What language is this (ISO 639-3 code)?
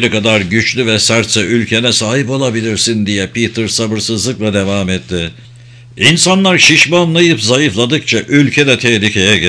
tur